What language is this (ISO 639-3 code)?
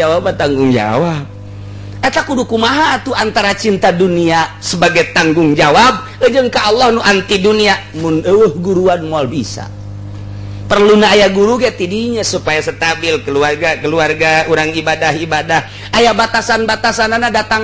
sun